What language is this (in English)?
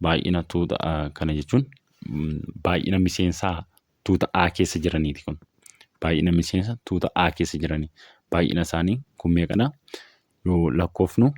Oromo